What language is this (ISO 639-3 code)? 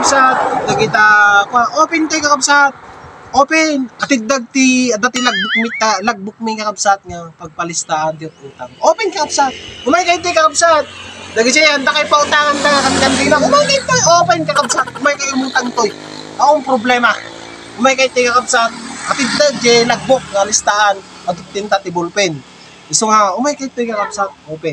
ilo